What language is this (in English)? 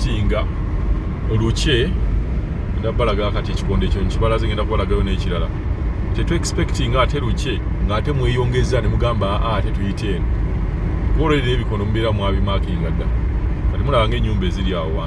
Ganda